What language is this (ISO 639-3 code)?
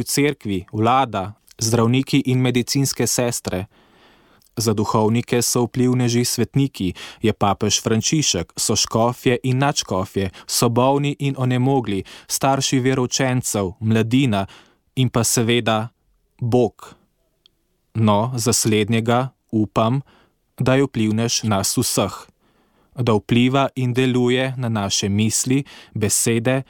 slv